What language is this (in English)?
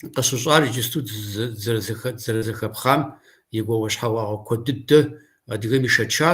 Kabardian